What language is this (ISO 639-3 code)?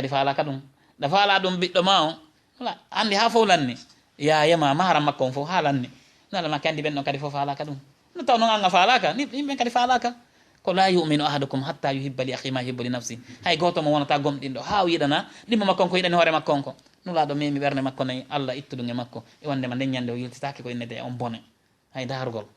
ful